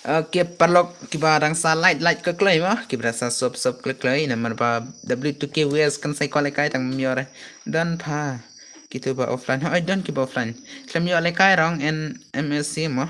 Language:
Khasi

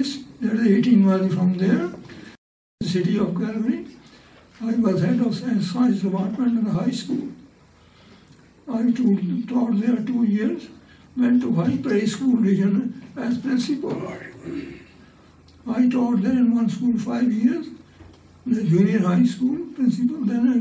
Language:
Punjabi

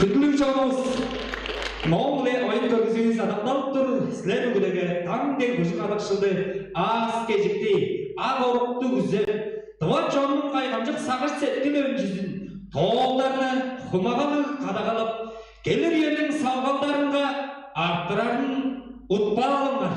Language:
Tuvinian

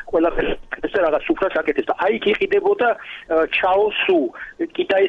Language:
Georgian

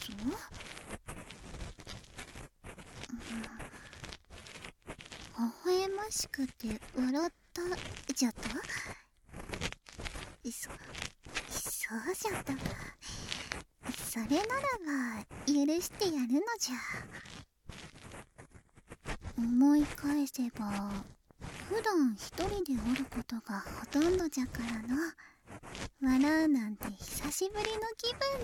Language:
Japanese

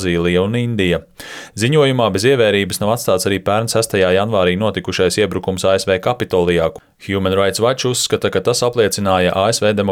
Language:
Latvian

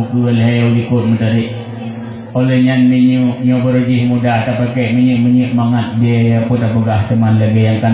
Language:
Achinese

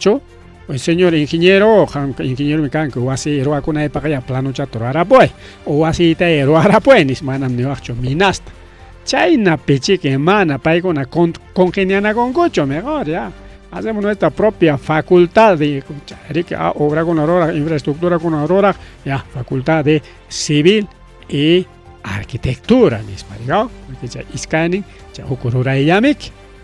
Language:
Ayacucho Quechua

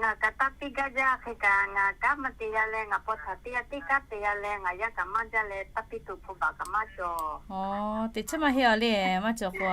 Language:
Lahu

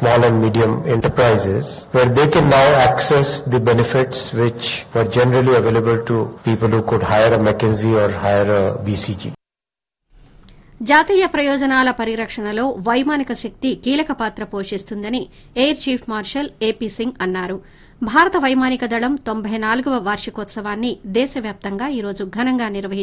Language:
Telugu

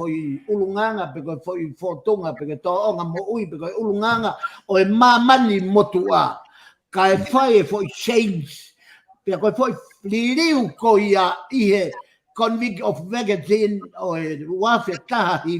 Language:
Tongan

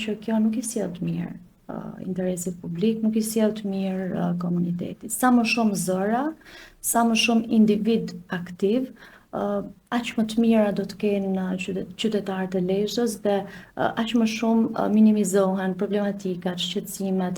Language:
Albanian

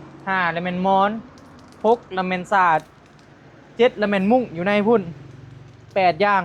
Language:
Northeastern Thai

